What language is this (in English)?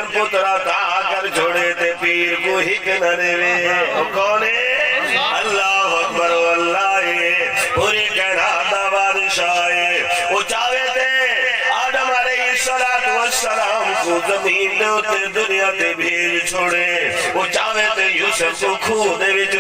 Saraiki